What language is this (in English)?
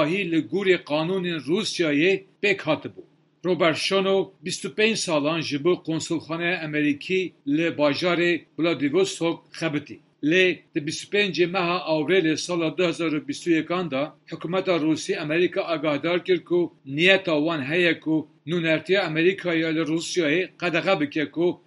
Kurdish